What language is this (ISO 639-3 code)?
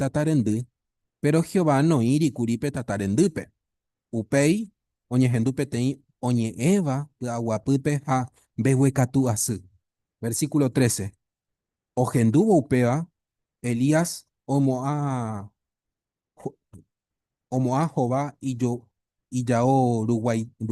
grn